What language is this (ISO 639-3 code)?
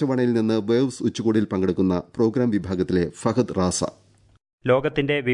mal